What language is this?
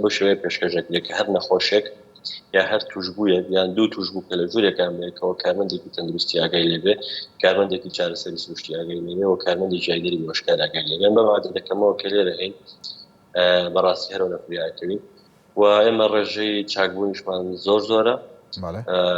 Central Kurdish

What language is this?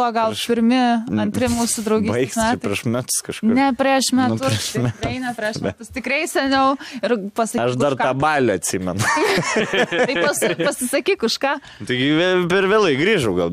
Lithuanian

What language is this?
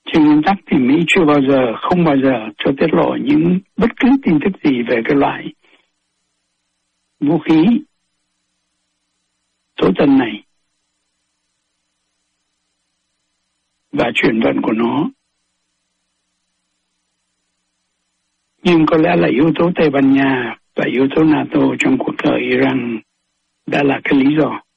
Vietnamese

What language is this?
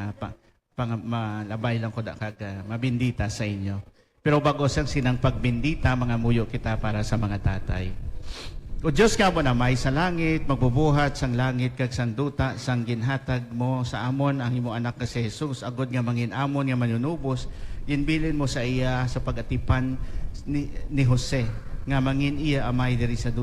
Hiligaynon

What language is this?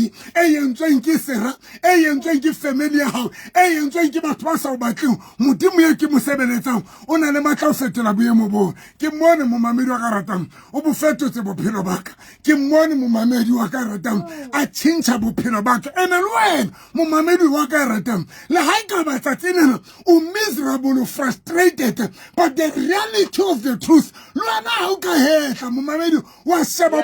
Southern Sotho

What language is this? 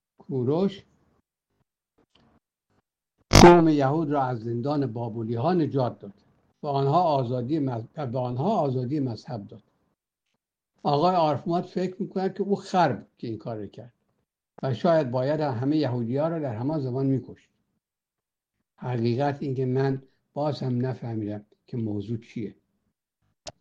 Persian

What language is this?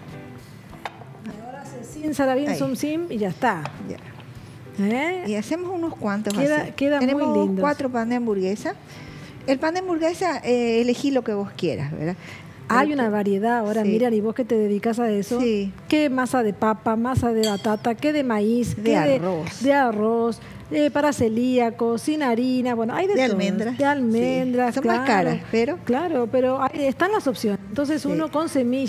Spanish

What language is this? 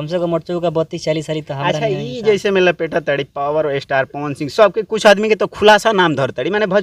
Bhojpuri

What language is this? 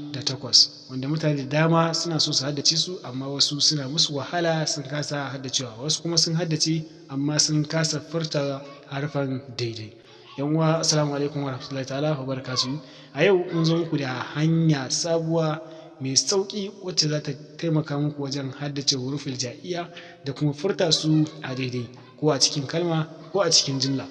Hausa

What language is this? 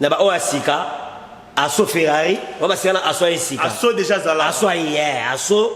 Lingala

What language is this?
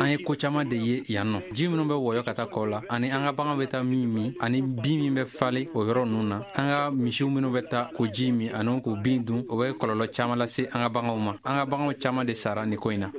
Bambara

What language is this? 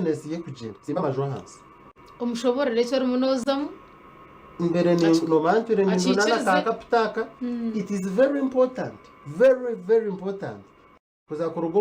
Nyankole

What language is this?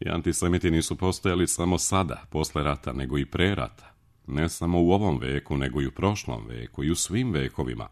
Serbian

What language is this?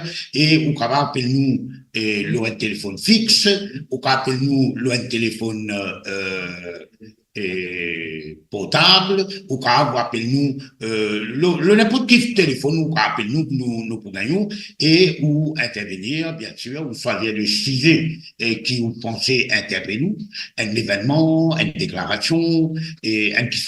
Morisyen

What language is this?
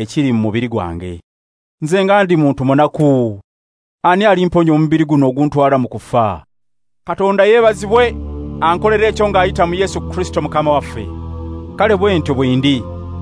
Ganda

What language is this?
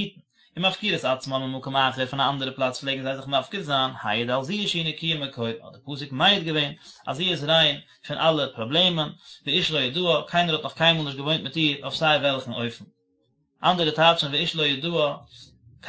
Yiddish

